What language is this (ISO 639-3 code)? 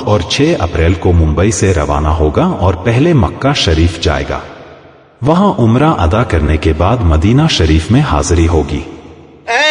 urd